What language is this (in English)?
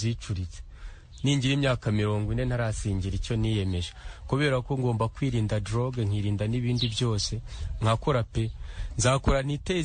Kinyarwanda